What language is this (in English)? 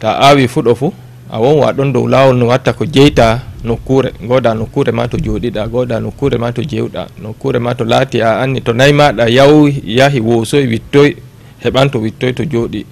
Fula